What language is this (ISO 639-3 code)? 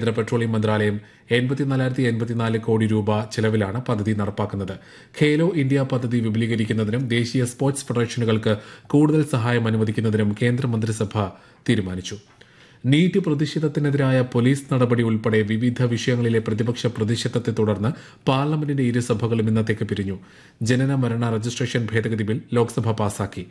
mal